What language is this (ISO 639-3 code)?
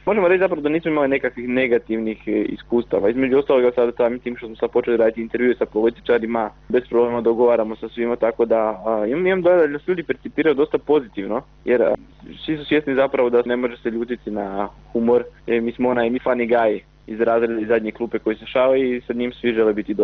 hrv